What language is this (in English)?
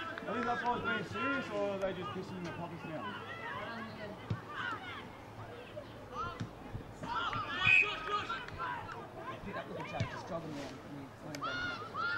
English